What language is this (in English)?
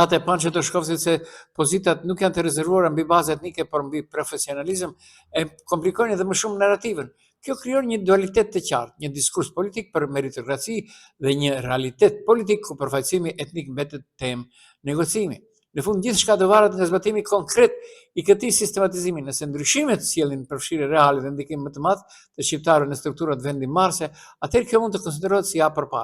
Albanian